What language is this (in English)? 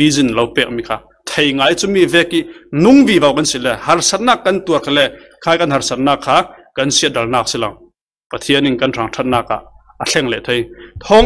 Falam Chin